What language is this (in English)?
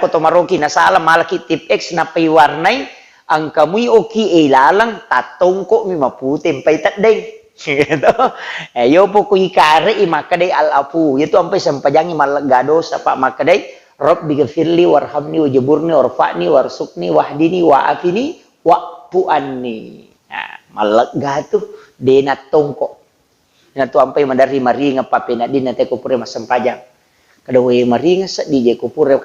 Buginese